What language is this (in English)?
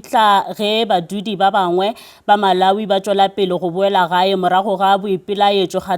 Northern Sotho